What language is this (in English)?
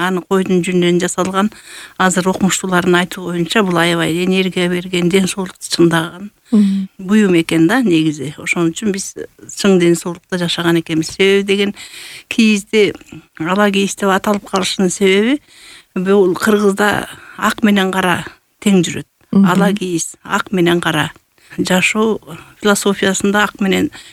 Kyrgyz